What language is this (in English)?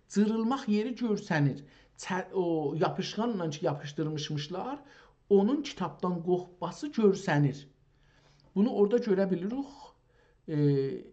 South Azerbaijani